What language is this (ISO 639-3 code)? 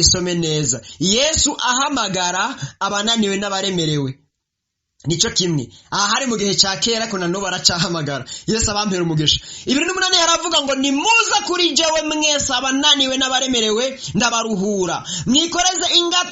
run